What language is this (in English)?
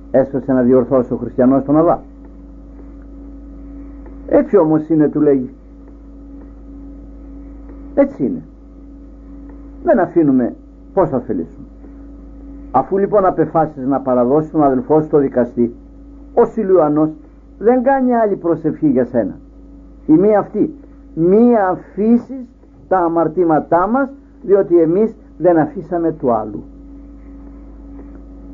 Greek